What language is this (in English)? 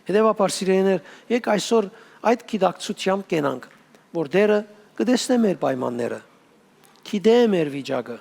Western Armenian